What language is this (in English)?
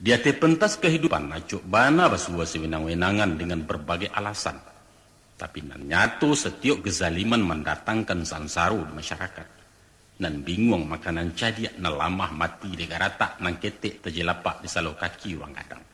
Minangkabau